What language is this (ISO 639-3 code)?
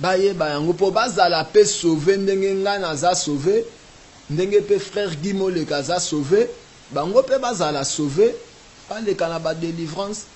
lin